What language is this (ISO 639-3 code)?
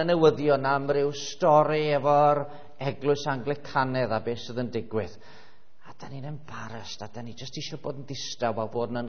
cym